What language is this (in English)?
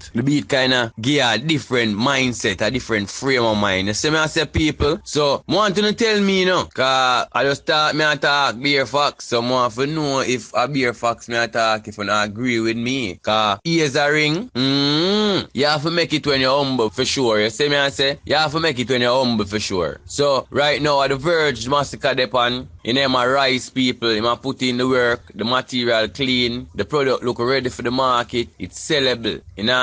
Jamaican Creole English